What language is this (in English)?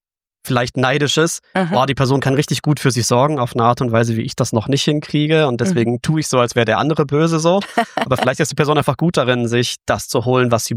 German